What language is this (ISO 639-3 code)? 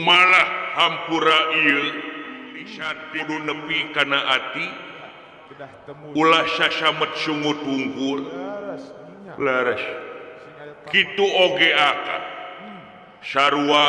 sun